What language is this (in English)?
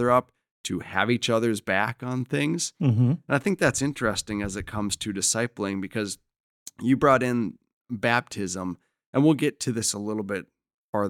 English